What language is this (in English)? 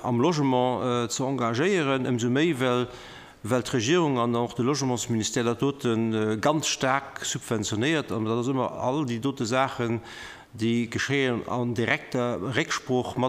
Luxembourgish